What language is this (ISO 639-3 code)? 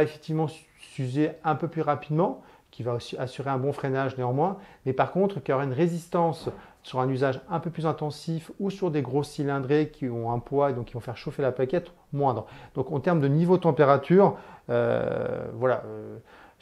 fra